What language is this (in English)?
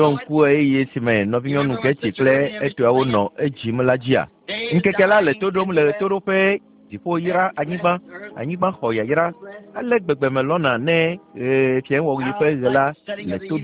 Ewe